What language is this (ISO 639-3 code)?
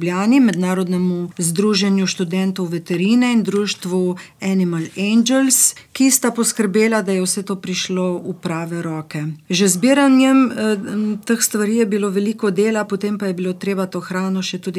slv